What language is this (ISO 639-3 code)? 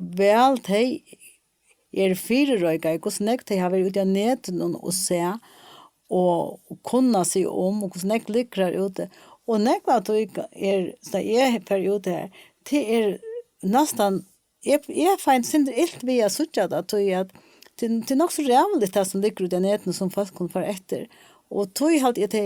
fao